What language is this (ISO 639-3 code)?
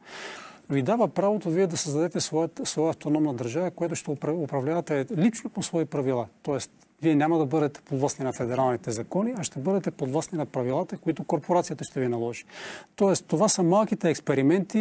bul